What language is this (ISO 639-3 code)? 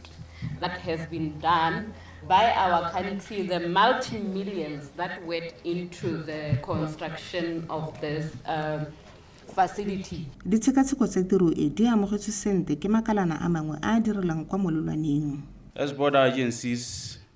tsn